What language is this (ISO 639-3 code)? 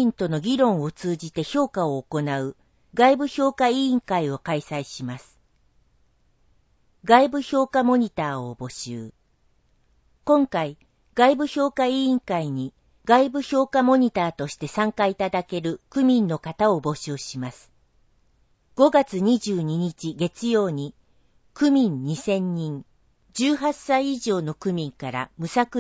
jpn